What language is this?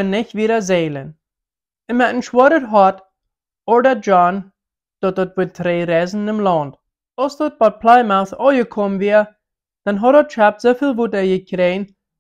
Plautdietsch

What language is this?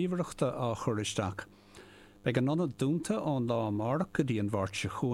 Irish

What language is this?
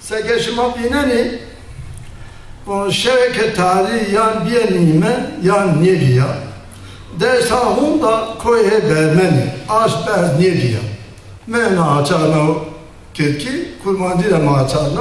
Zaza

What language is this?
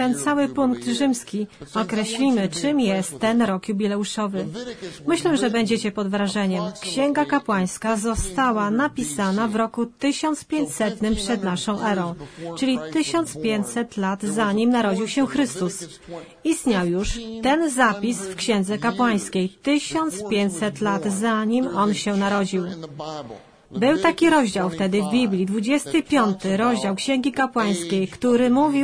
Polish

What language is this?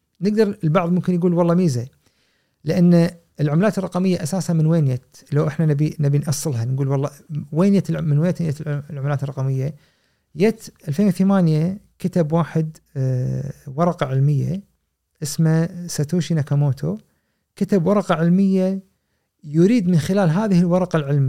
Gulf Arabic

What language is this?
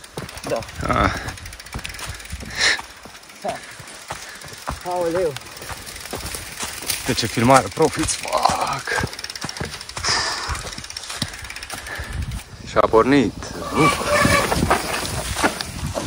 Romanian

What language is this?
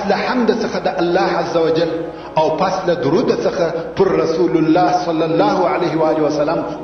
Pashto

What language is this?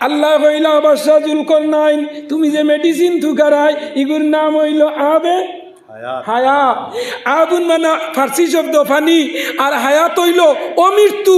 Sylheti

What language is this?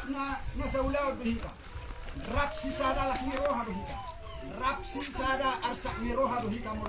Batak Toba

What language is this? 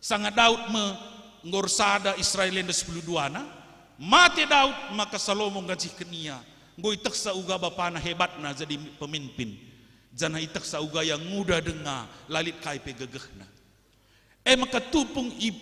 Batak Karo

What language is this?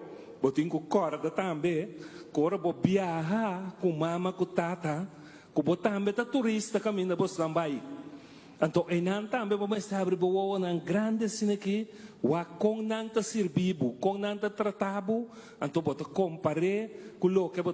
Papiamento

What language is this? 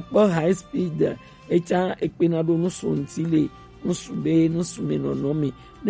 Gen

